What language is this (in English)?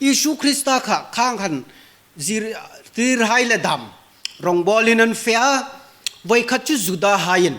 Hmar